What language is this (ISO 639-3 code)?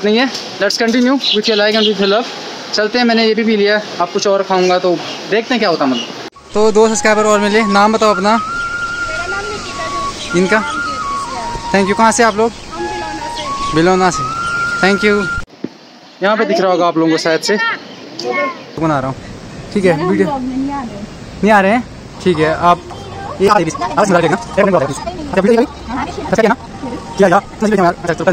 hin